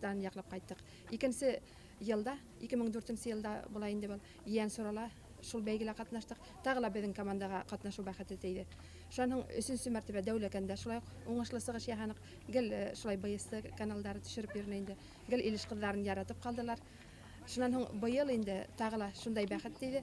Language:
Bashkir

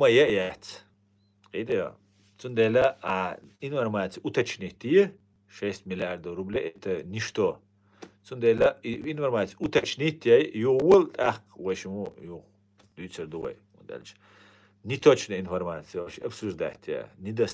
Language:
Chechen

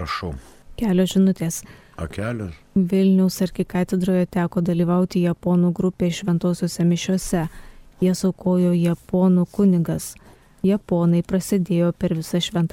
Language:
Lithuanian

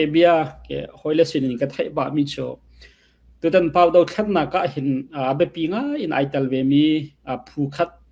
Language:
Falam Chin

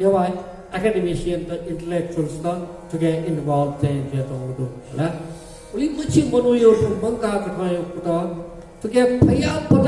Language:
Newari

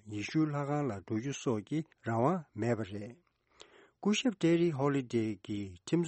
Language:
Tibetan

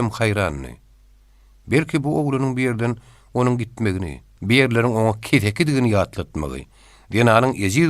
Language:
Turkmen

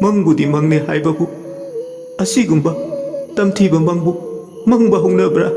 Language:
Manipuri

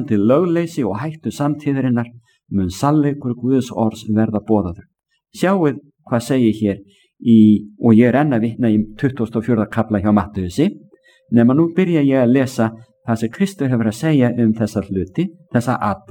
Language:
Icelandic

